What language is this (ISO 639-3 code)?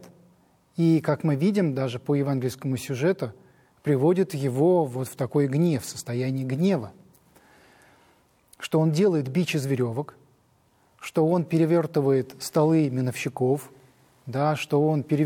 rus